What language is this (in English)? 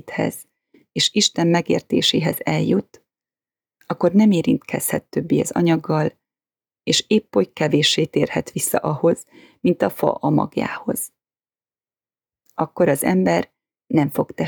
Hungarian